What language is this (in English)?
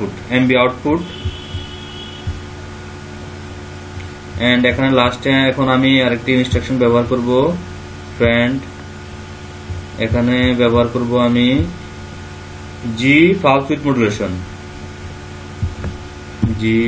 Bangla